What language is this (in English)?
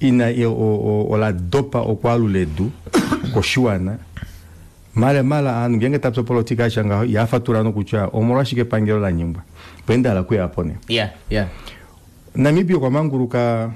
Kuanyama